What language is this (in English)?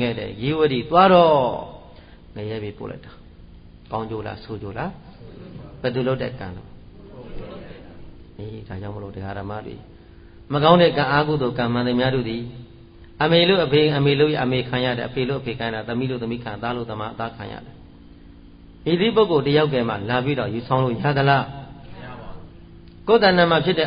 Burmese